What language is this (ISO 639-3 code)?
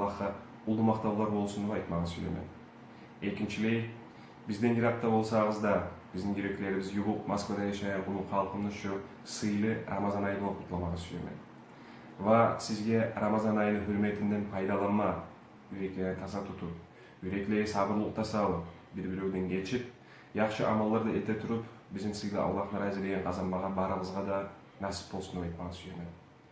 kum